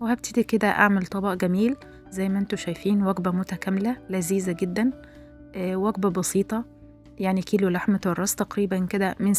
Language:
Egyptian Arabic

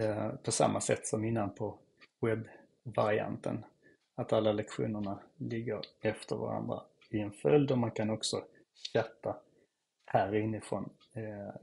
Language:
Swedish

